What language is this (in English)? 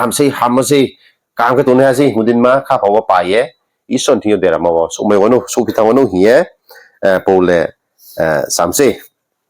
Riang (India)